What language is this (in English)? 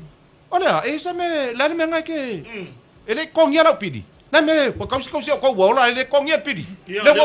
Samoan